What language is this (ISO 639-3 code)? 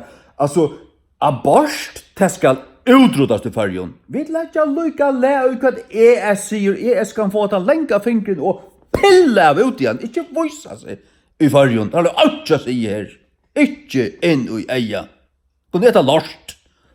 fao